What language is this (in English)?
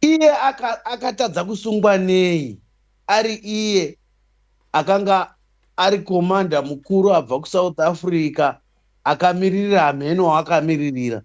Shona